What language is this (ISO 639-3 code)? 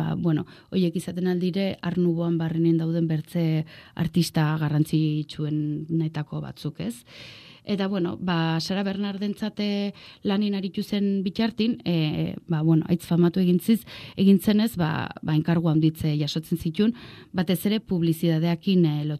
eus